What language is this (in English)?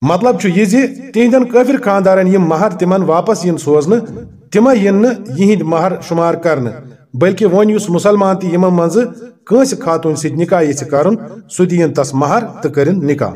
Kashmiri